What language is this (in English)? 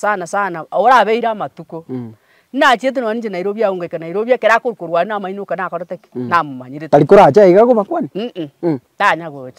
Gusii